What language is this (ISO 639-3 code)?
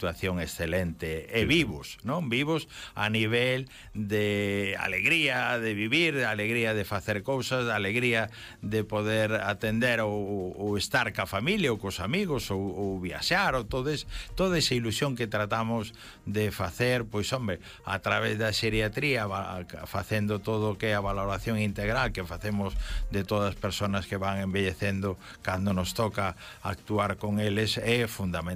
glg